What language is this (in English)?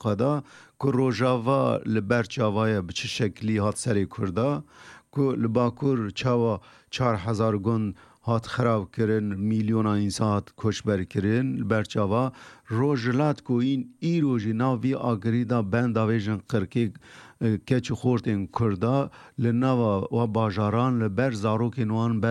Kurdish